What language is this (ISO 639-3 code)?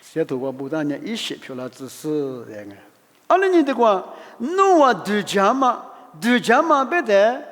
lis